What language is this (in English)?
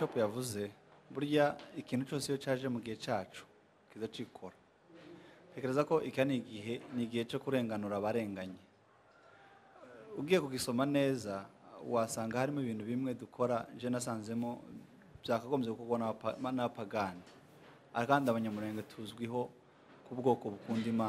Kinyarwanda